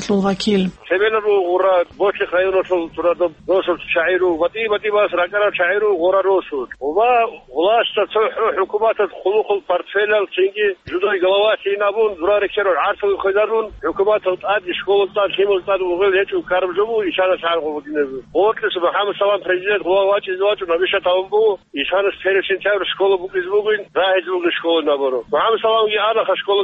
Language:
Avaric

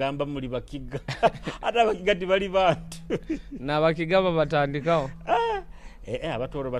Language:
Nyoro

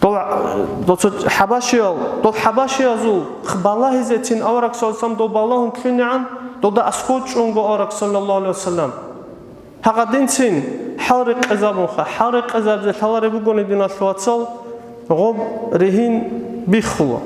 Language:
Avaric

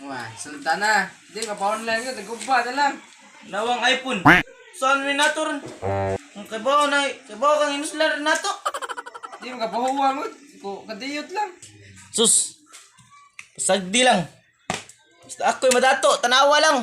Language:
Cebuano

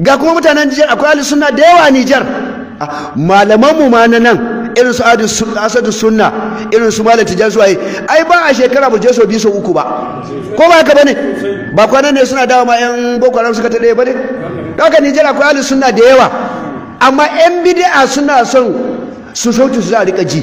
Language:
Hausa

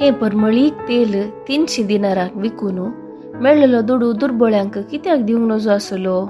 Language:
Konkani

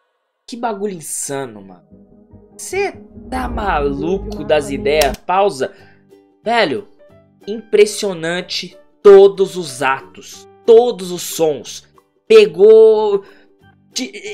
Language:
Portuguese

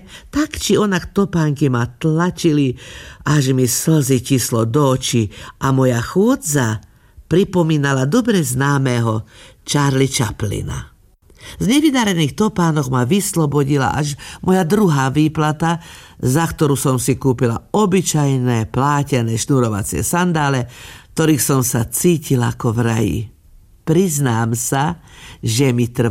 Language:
Slovak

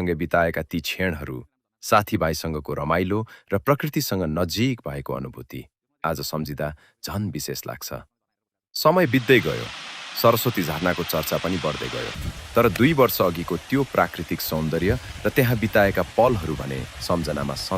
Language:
Nepali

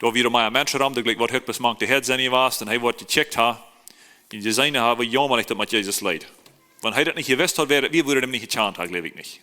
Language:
Plautdietsch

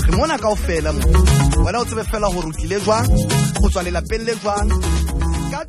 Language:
Southern Sotho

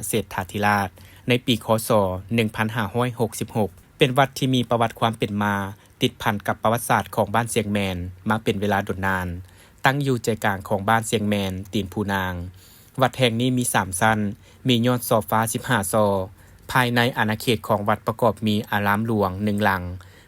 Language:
Lao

